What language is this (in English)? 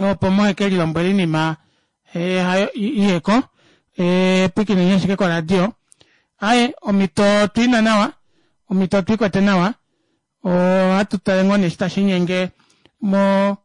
Kuanyama